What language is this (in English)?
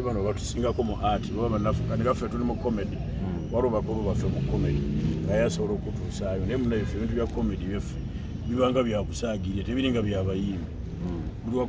Ganda